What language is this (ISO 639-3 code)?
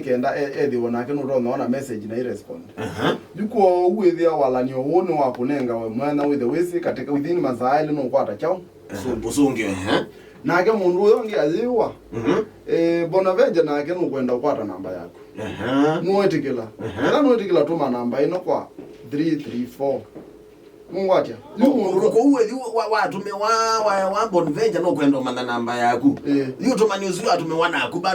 kam